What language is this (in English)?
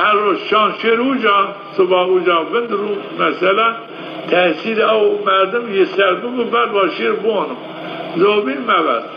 Zaza